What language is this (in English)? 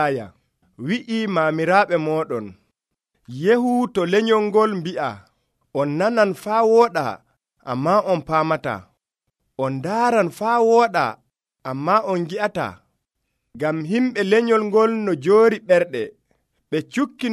Nigerian Fulfulde